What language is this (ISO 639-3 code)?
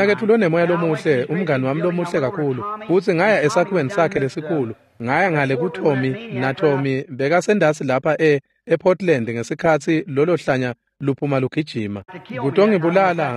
ssw